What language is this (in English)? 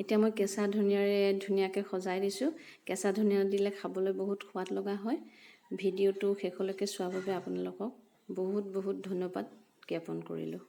Assamese